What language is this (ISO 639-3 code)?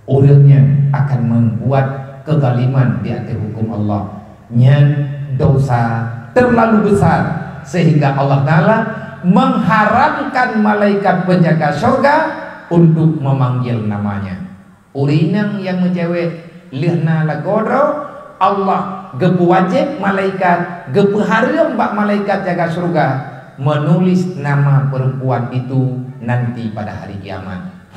ace